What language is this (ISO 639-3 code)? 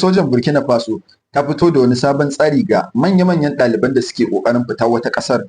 hau